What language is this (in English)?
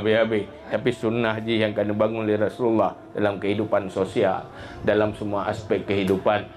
Achinese